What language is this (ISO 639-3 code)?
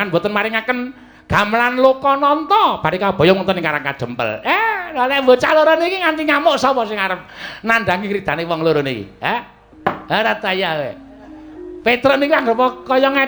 jav